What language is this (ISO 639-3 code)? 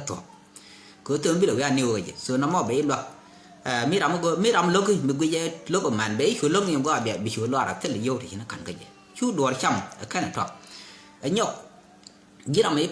nus